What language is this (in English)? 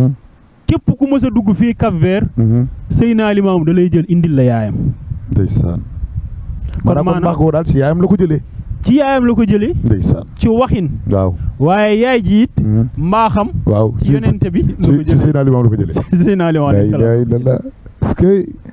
Wolof